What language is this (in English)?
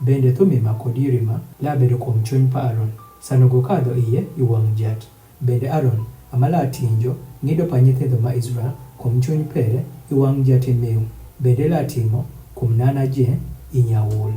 Adhola